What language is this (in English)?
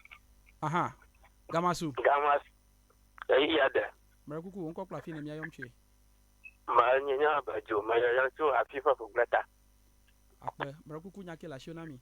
Ewe